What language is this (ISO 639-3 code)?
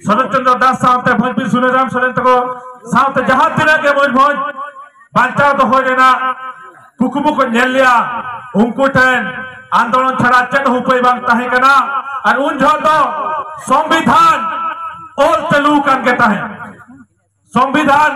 sat